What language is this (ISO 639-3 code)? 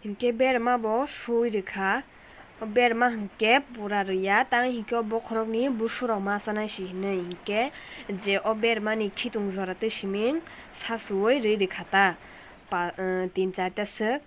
trp